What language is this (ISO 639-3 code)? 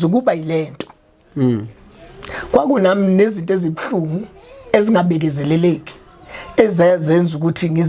zul